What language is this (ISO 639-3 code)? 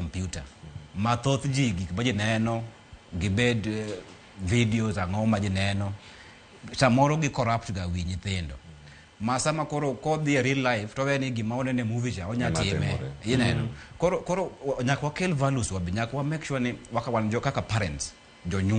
luo